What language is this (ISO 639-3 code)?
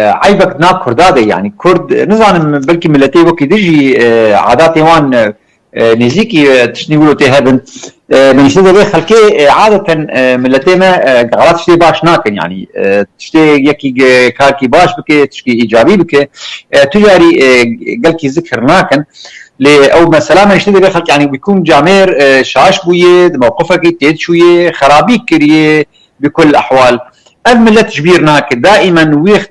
kur